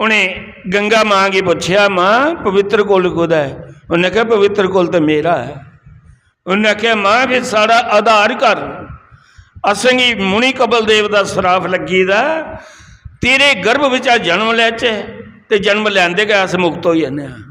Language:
Dogri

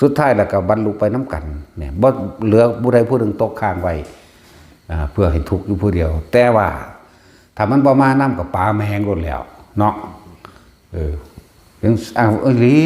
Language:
Northeastern Thai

